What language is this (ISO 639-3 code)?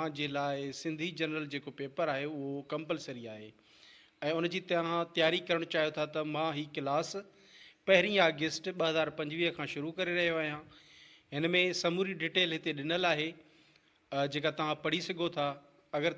snd